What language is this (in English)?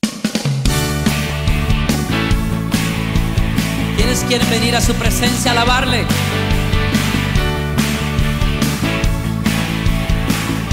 Spanish